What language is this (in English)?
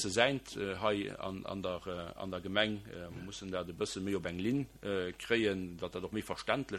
Luxembourgish